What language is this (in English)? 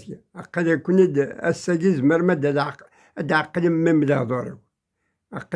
Kabyle